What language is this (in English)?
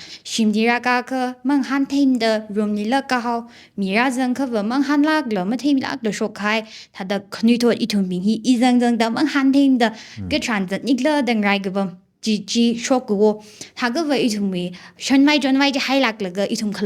Tangkhul Naga (India)